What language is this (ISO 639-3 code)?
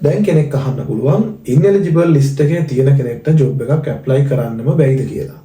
sin